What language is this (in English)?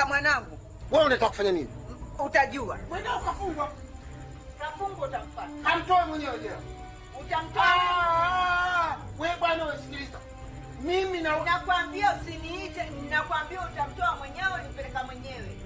Swahili